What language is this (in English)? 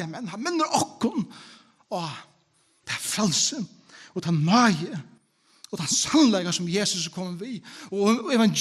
Faroese